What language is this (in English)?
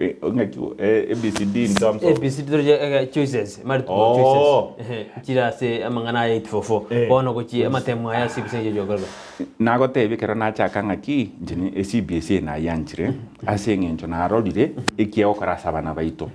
Gusii